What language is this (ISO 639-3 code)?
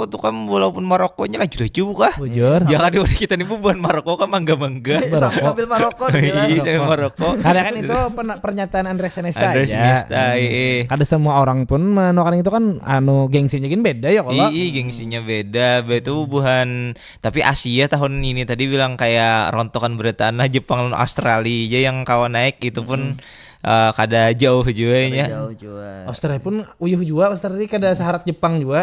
bjn